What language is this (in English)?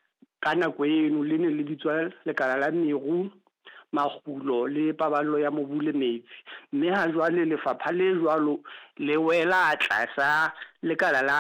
Southern Sotho